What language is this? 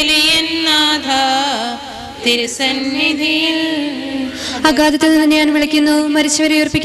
Malayalam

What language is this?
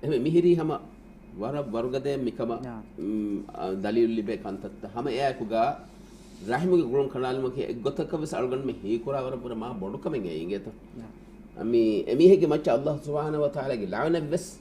Divehi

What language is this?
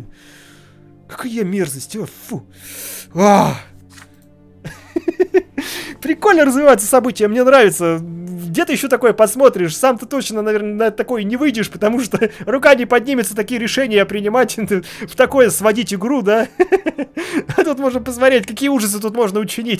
Russian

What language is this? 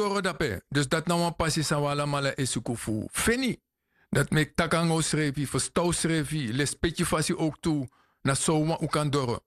Sranan Tongo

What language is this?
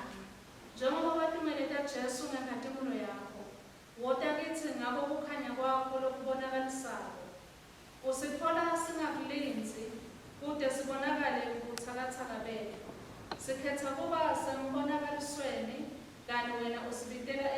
Swati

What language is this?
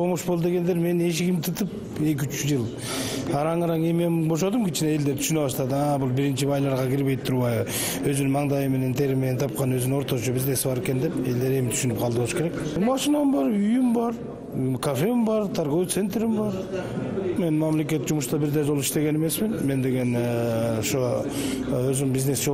Kyrgyz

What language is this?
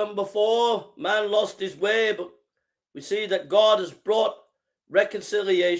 English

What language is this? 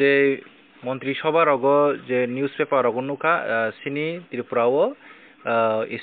Kok Borok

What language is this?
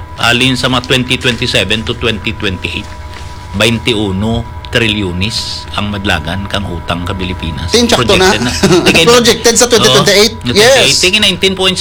Hiligaynon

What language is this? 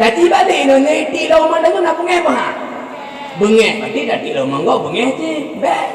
Achinese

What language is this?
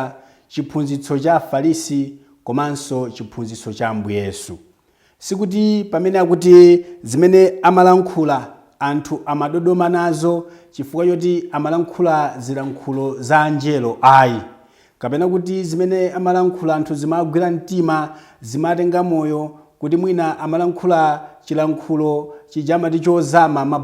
Nyanja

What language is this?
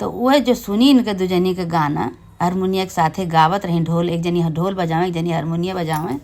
Awadhi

